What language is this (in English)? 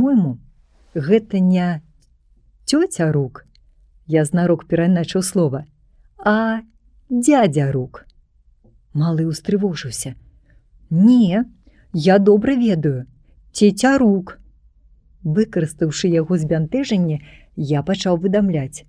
Belarusian